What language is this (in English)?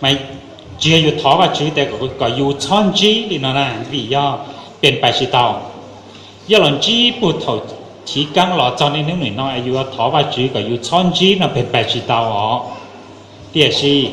Hmong